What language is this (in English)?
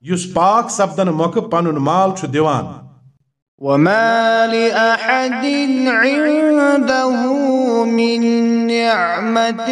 Kashmiri